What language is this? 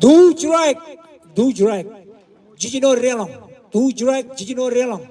Marshallese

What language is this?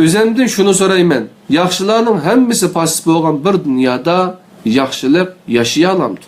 Uyghur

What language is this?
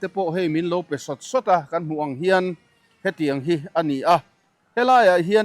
Mizo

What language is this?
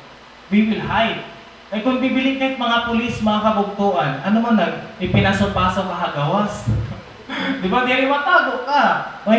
Waray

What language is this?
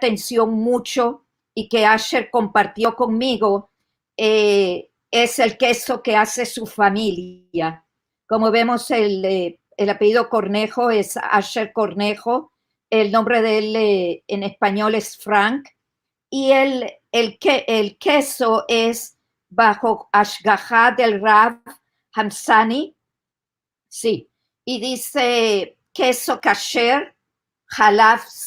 Ladino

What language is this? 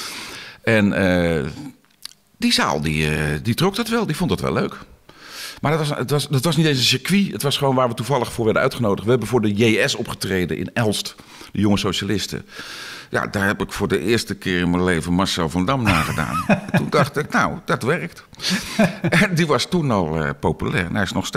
Dutch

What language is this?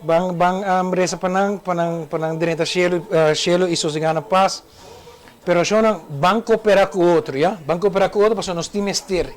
Papiamento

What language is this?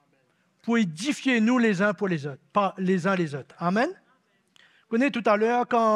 Morisyen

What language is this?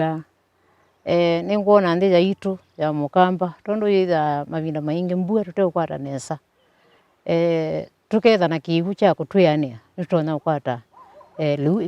Kamba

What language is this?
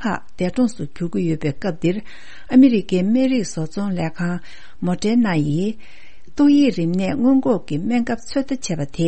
Tibetan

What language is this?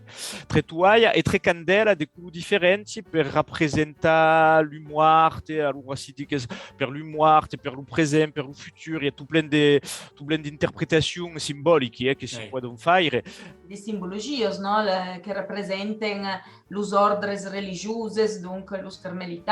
Occitan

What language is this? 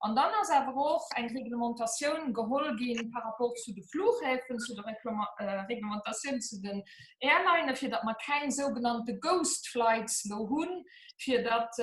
Luxembourgish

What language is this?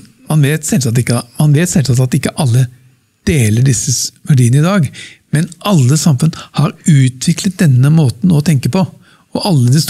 Norwegian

